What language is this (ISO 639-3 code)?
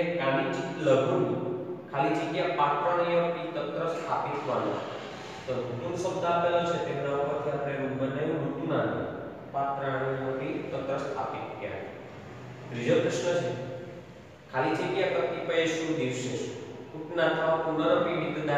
guj